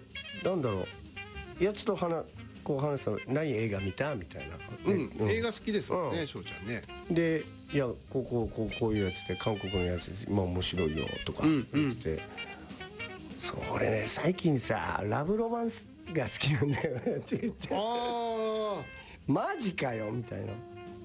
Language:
Japanese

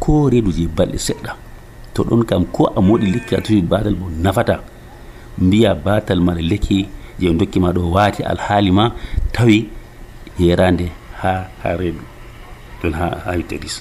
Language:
Nigerian Fulfulde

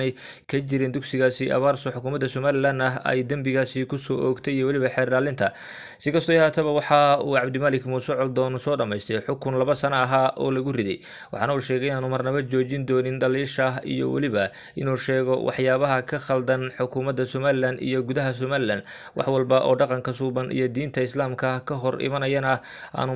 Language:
Somali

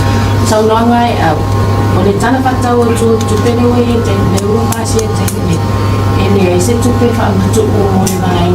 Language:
Samoan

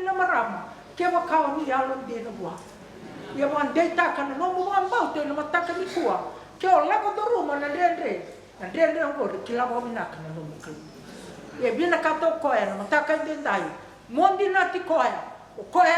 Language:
Fijian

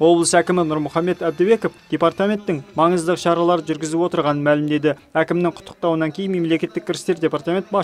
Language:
Kazakh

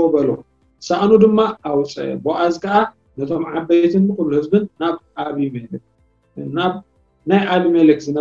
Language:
Tigrinya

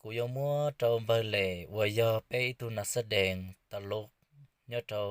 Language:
Hmong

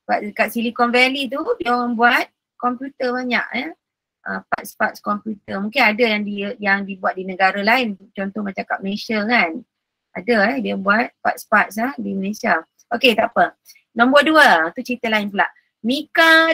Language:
Malay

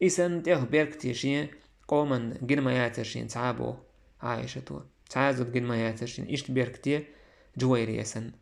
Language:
Chechen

